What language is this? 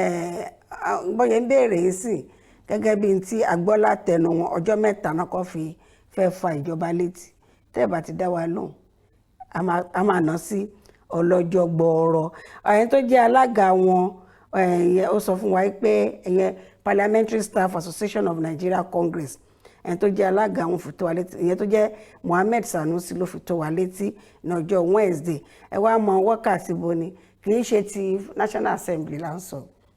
Yoruba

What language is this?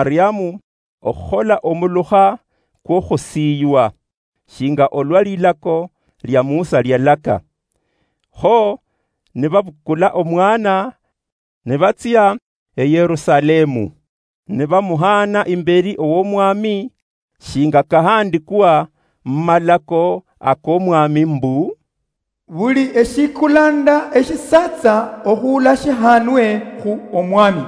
Luyia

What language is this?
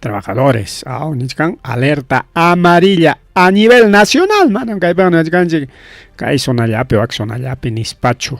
Ayacucho Quechua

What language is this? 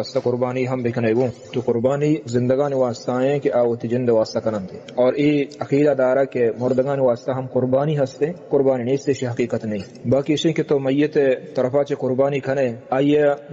Baluchi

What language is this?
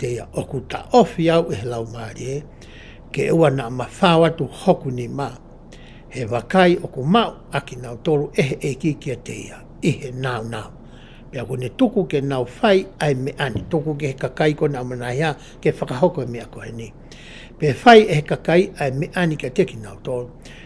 Tongan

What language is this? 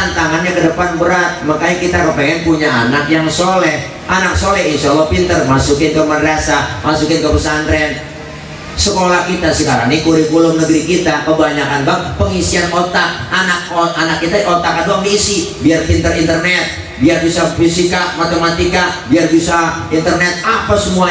Betawi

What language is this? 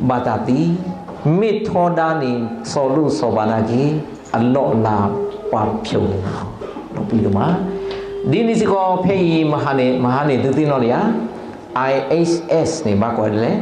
S'gaw Karen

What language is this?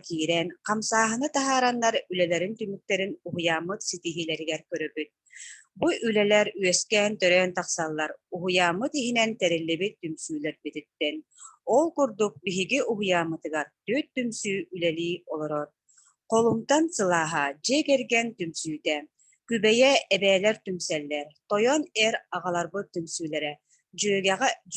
Yakut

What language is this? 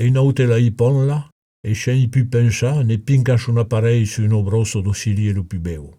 Occitan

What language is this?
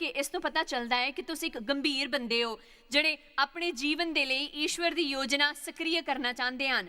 Dogri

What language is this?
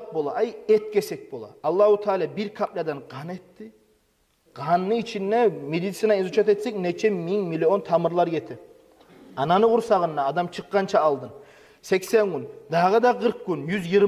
Kumyk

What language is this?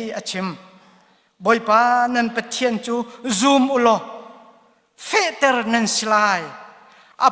Hakha Chin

